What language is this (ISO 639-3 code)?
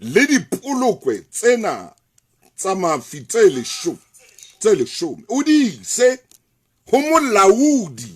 sot